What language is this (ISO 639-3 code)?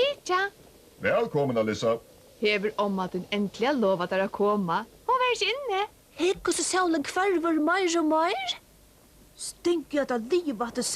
fao